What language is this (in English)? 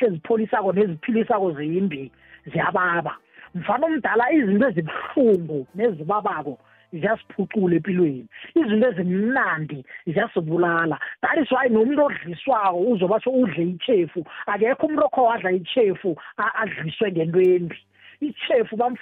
South Ndebele